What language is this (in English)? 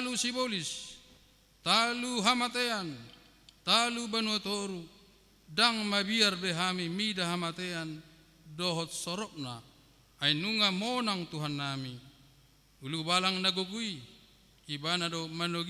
Batak Toba